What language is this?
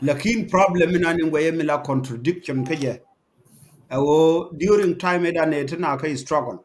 Nuer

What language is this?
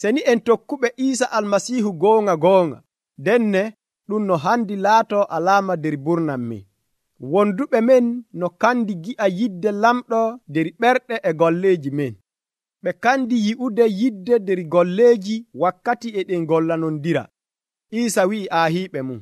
Nigerian Fulfulde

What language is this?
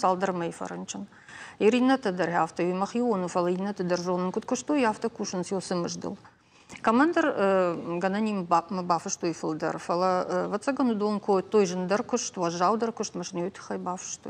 Ossetic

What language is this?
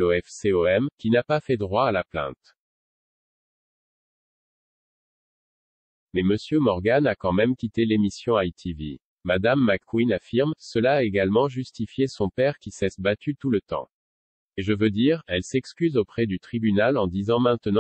French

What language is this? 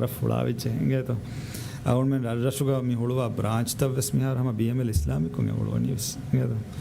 Divehi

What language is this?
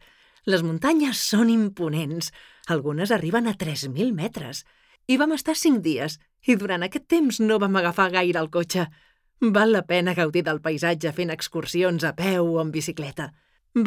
Catalan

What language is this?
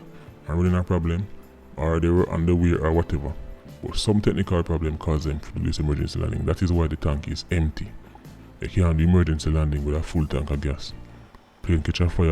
Jamaican Creole English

